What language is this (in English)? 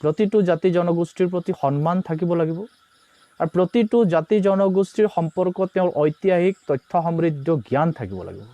Assamese